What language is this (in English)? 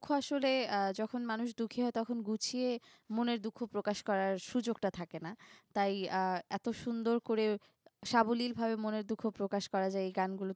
Bangla